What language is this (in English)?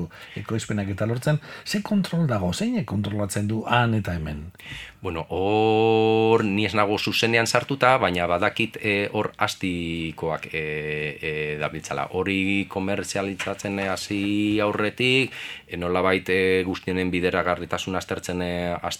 Basque